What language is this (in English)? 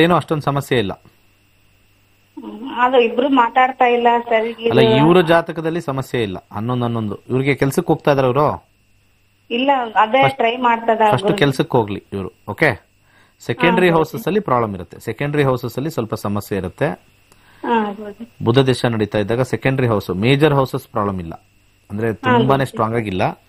Kannada